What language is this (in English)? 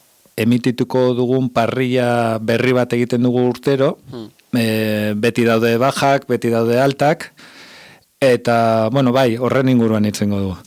Basque